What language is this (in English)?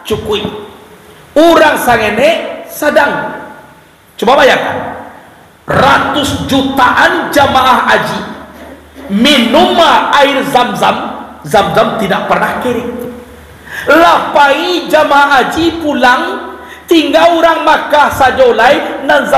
Minangkabau